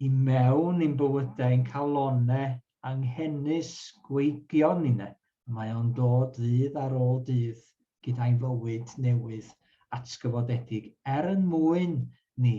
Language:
Welsh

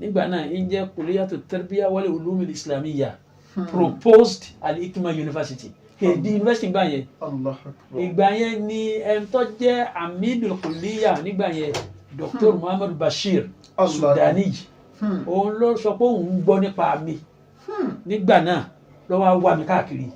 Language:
Yoruba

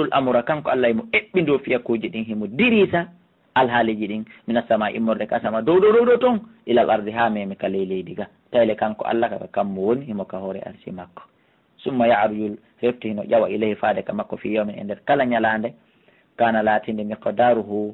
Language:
Fula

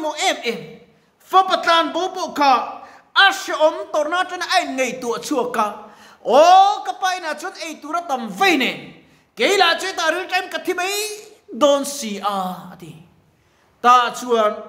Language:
Mizo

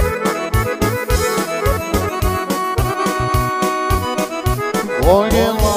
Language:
Croatian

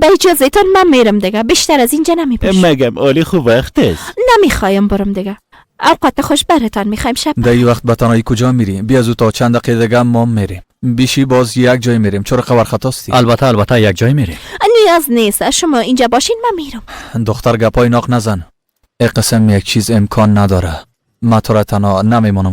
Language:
Persian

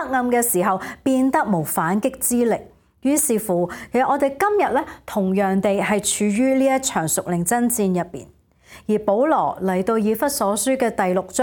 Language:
Cantonese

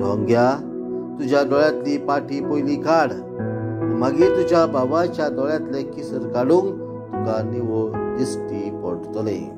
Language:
Konkani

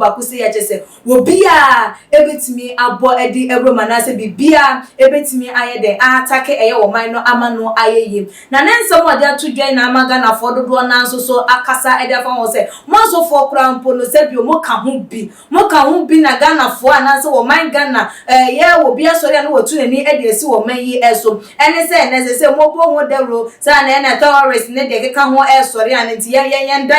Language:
Akan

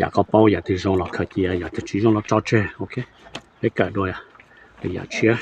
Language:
Hmong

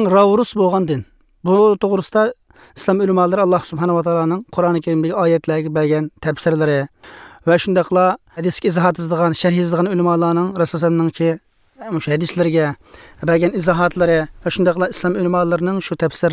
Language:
Uyghur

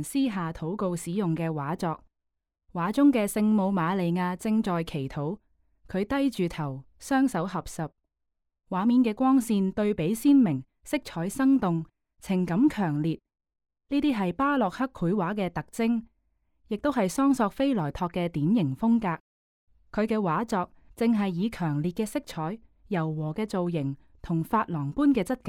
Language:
Cantonese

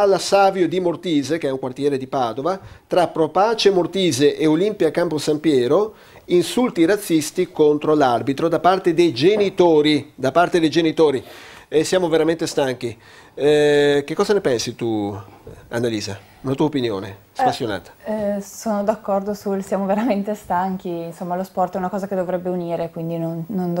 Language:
Italian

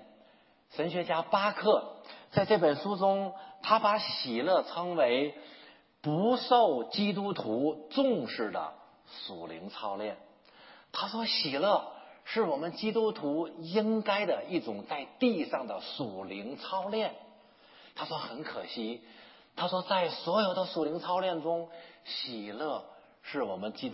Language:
Chinese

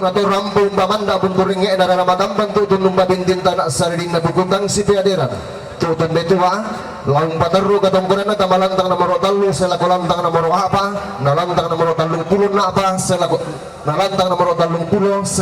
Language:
Toraja-Sa'dan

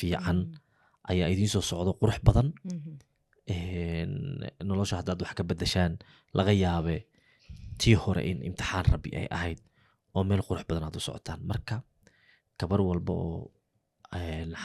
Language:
Somali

